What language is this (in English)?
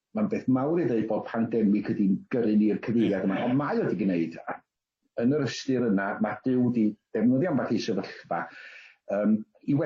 Welsh